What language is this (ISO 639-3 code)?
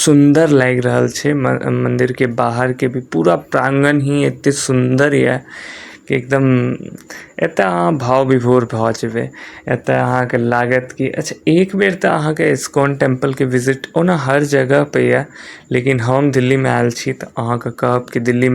mai